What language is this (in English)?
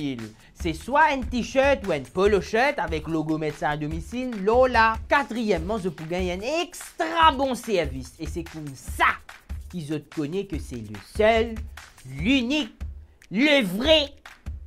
Morisyen